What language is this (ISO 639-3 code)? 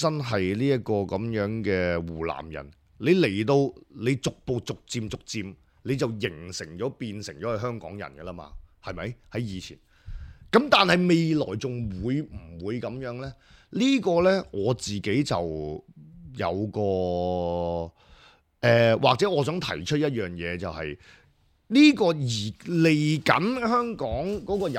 yue